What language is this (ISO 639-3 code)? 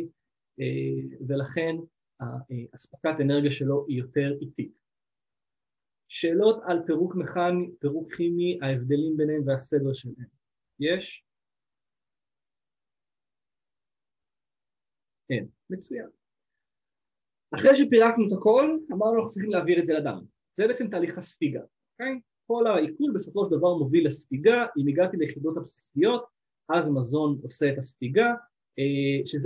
heb